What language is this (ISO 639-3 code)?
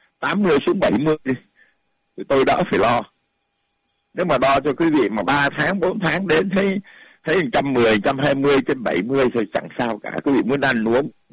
vie